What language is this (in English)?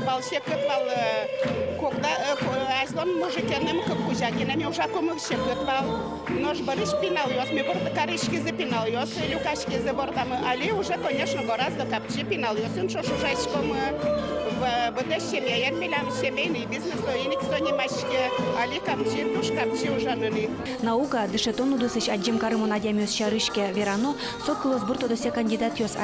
Udmurt